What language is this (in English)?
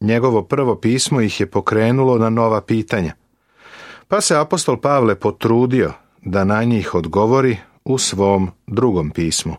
Serbian